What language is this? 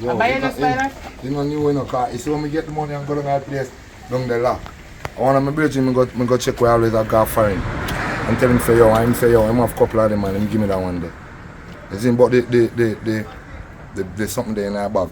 Jamaican Creole English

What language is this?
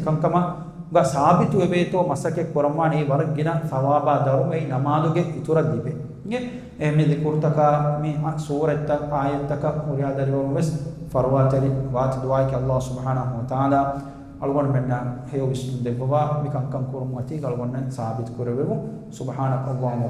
Divehi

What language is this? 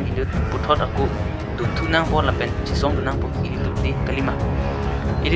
Karbi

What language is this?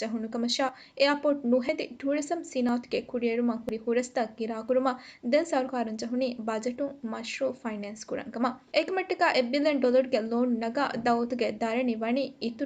Divehi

